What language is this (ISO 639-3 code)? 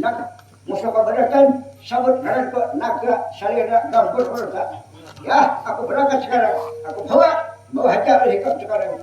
bjn